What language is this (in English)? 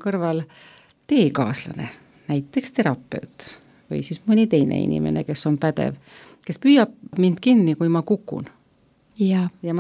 Estonian